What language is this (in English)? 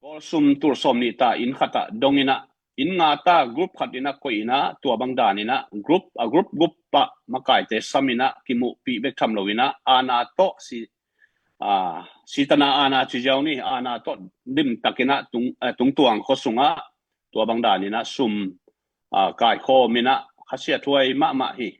Tedim Chin